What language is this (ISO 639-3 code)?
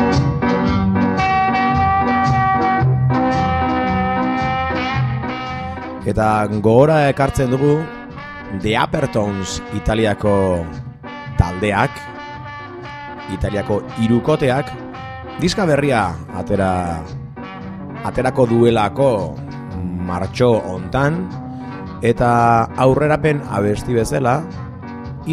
eus